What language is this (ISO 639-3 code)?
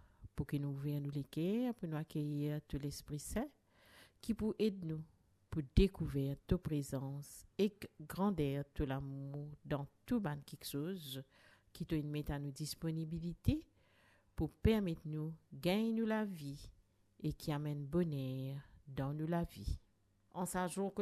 mfe